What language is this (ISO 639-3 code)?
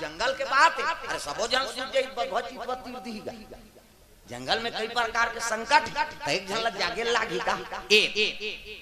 hne